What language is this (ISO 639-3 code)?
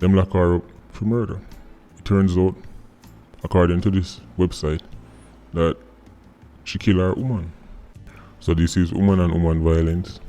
jam